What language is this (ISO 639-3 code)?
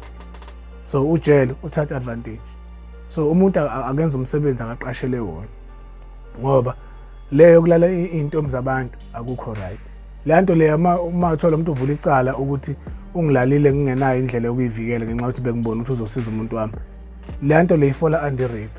zul